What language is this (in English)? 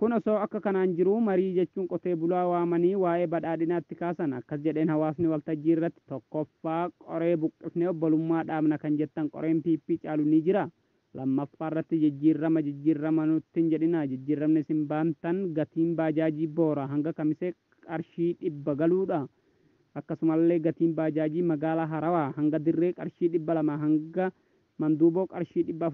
Oromo